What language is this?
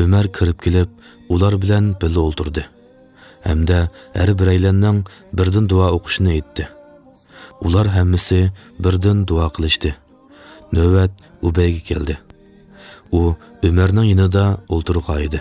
Uyghur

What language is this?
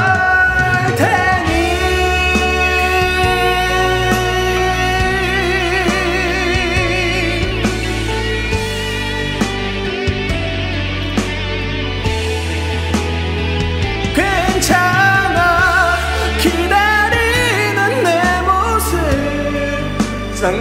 Korean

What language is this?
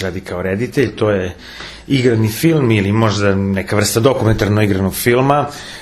Serbian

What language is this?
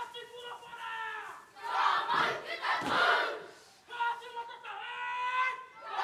Māori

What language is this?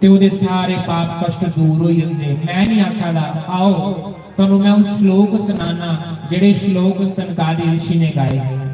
Dogri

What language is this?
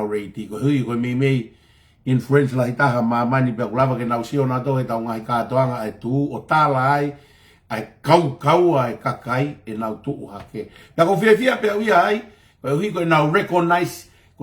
Tongan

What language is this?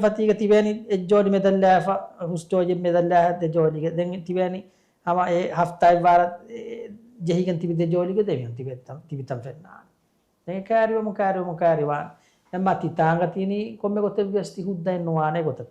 Divehi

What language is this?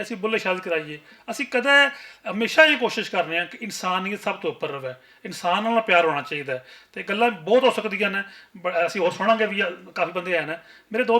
Western Panjabi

